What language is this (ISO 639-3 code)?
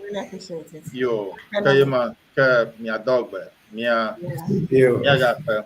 ewe